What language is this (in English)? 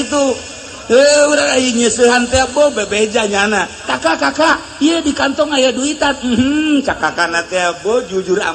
Sundanese